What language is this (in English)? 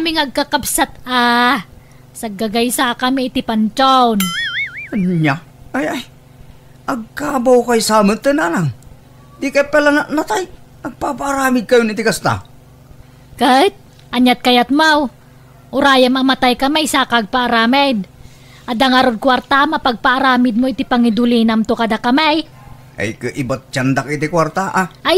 Iloko